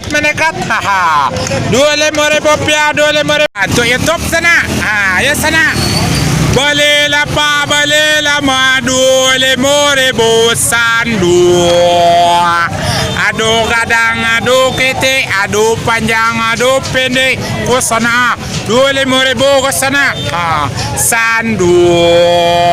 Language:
Minangkabau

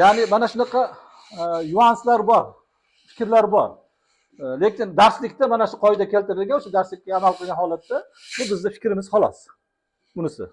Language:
Uzbek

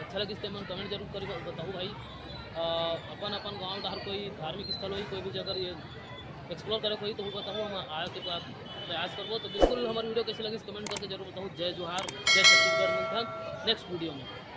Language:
Chhattisgarhi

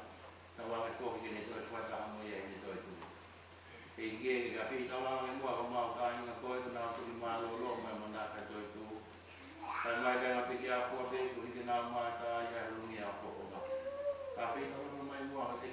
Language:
Tongan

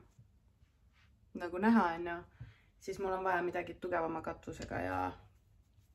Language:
Estonian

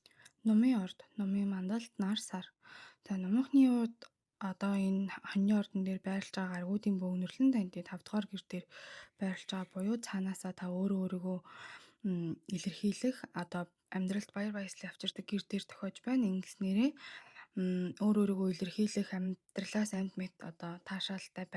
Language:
Mongolian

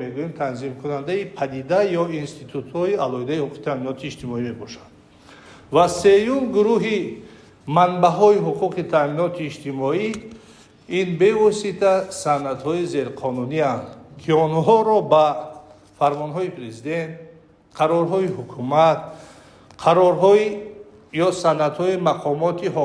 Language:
Tajik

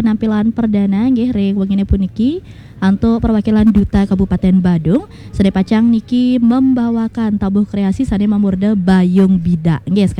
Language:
Balinese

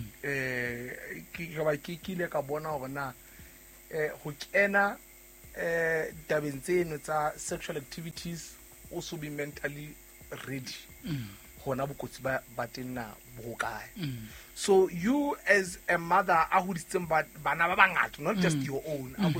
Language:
Southern Sotho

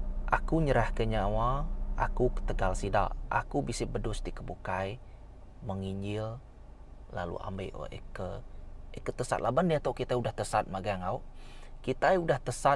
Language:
Iban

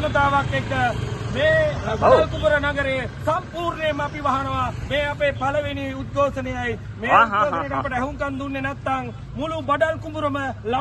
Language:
Sinhala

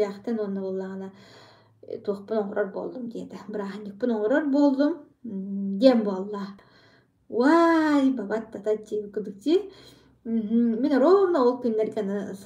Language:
Yakut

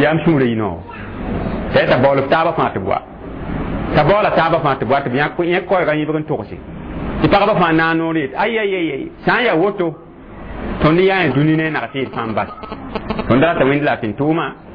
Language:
Mossi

